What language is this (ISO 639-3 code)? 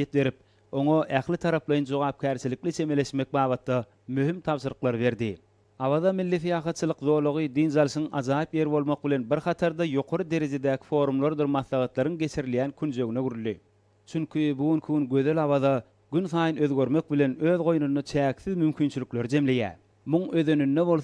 tuk